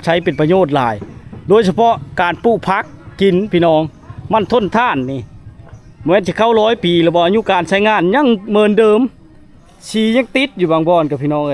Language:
Lao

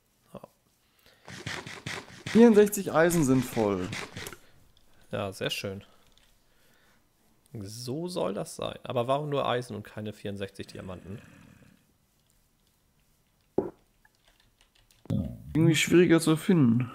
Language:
German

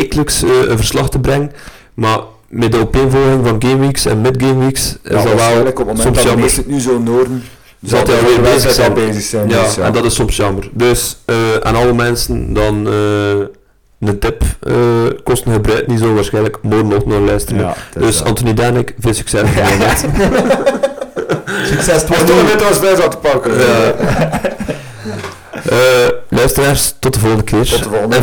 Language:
Dutch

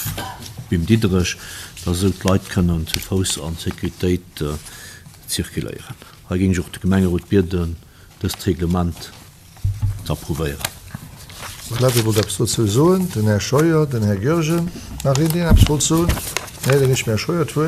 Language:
Luxembourgish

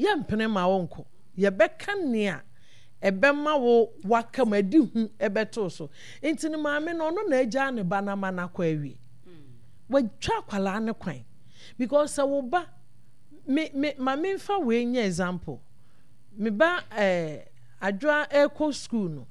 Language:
Akan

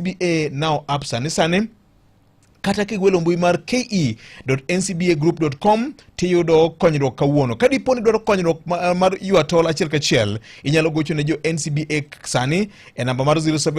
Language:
Luo (Kenya and Tanzania)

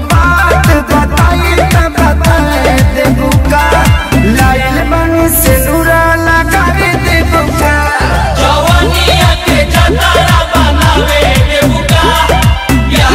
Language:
Bhojpuri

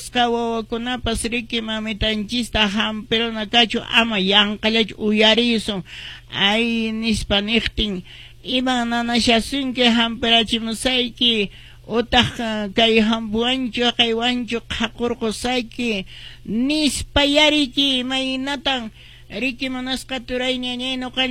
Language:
Quechua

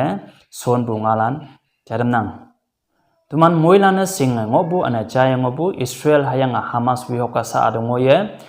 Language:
Konyak Naga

